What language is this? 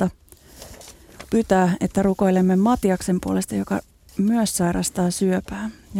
Finnish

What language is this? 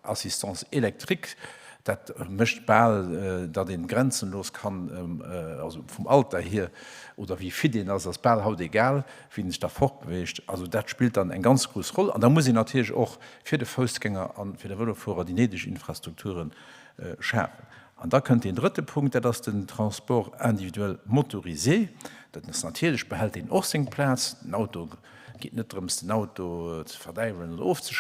Luxembourgish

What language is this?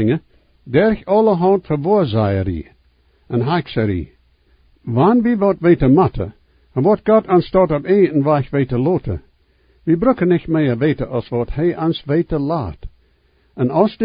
Plautdietsch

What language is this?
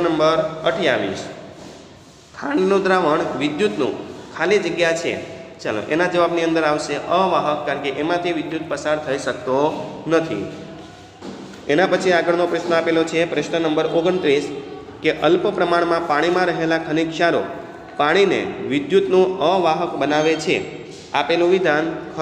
Gujarati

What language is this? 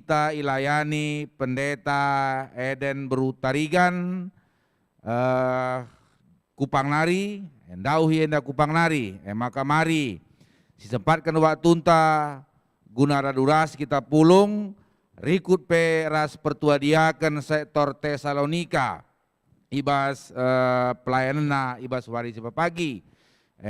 Batak Karo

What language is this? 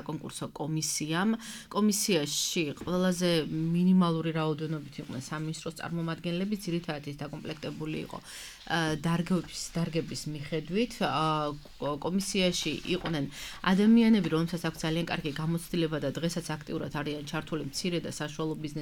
Georgian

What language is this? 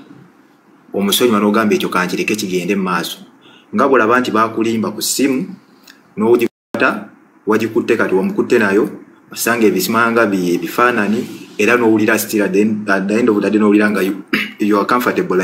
Ganda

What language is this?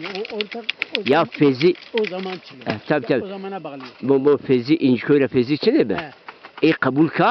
Zaza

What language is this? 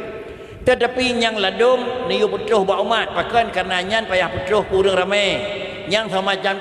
Achinese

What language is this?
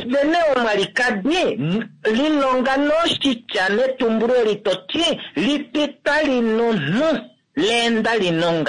Kuanyama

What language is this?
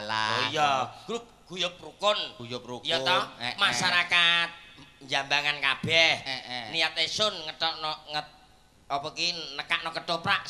Javanese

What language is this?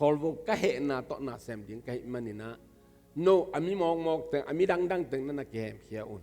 Tedim Chin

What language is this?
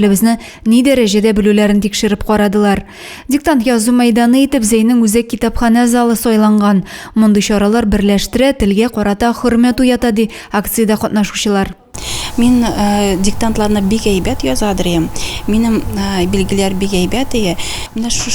Tatar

